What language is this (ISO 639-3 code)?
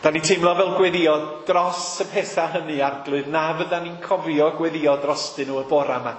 cym